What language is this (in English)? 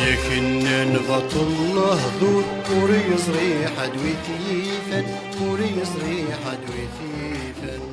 Kabyle